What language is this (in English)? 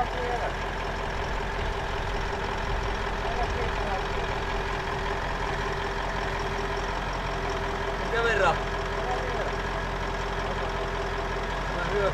Finnish